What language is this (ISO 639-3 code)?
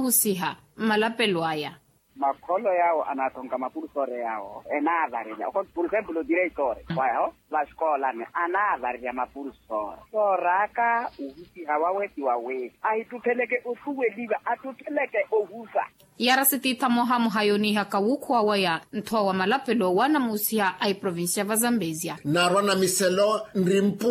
vmw